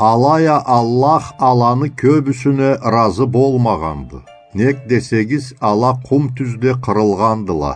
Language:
Karachay-Balkar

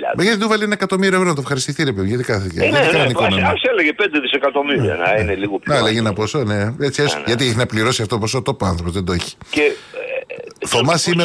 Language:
Greek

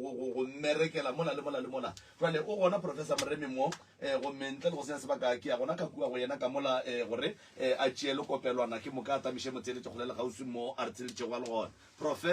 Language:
Northern Sotho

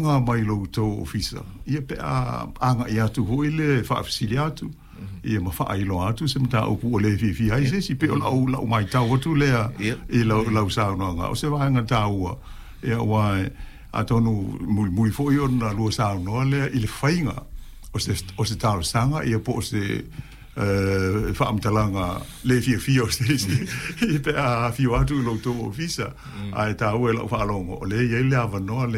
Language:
Samoan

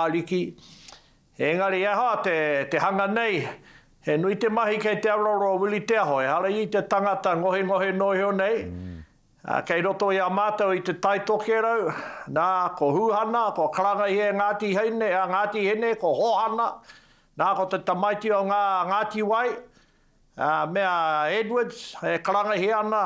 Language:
Māori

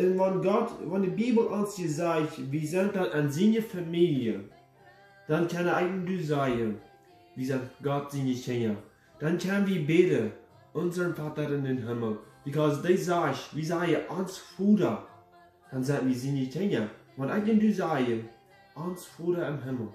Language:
Plautdietsch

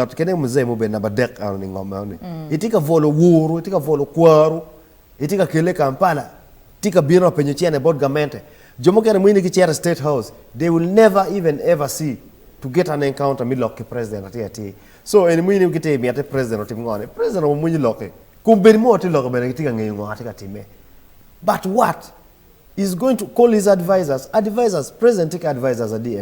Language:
Acoli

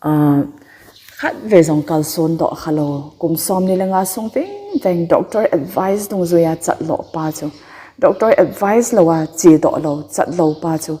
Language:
Thado Chin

